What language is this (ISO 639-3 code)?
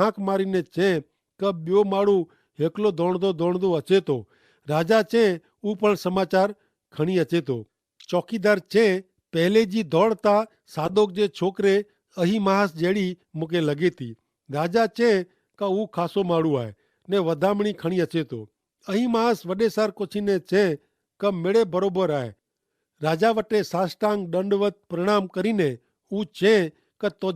kfr